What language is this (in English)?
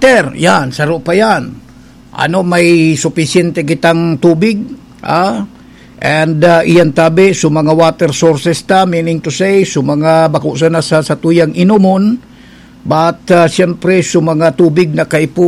Bikol